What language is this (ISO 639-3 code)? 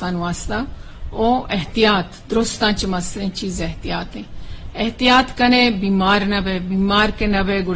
bgp